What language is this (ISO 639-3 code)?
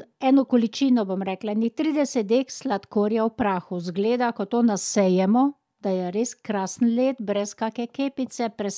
slv